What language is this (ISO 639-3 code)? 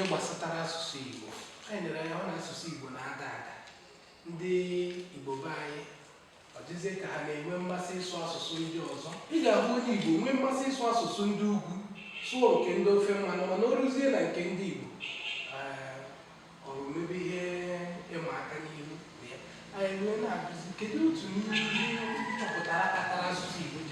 ibo